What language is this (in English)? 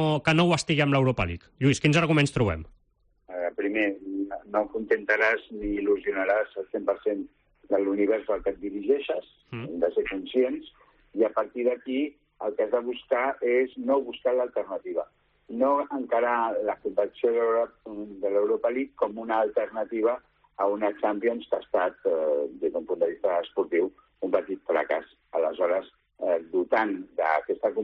Catalan